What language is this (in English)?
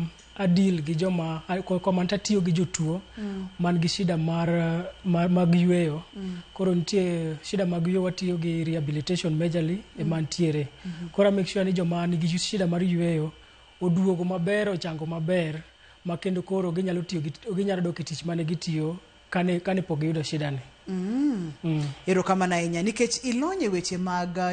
Luo (Kenya and Tanzania)